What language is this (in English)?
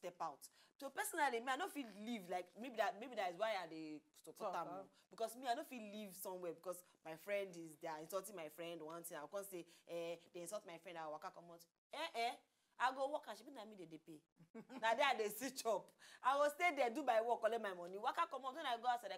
Nigerian Pidgin